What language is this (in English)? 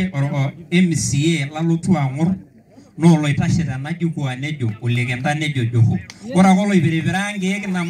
Masai